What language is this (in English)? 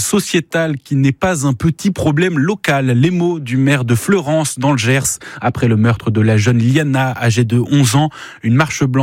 French